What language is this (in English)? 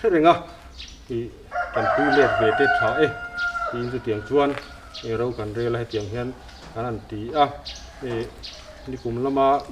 Mizo